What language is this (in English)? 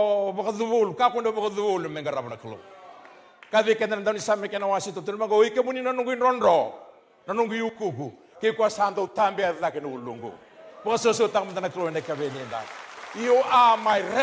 Fijian